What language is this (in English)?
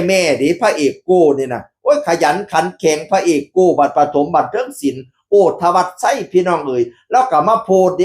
Northeastern Thai